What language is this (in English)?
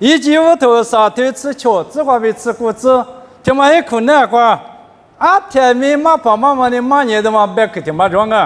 Lisu